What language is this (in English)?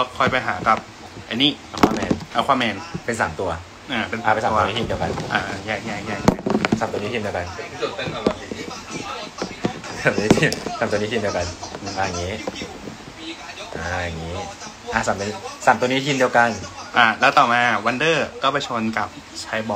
Thai